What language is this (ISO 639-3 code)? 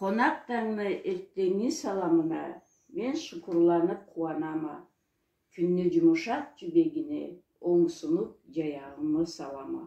krc